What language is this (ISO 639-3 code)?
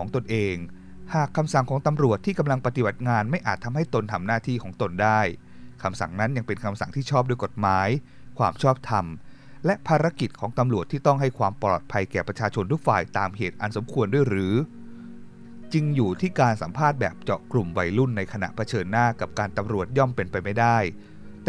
tha